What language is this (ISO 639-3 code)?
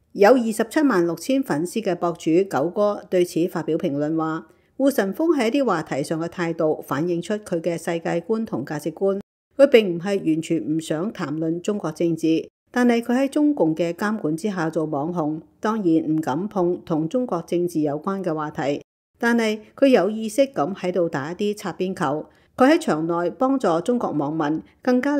yue